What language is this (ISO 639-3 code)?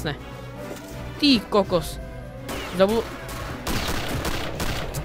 slk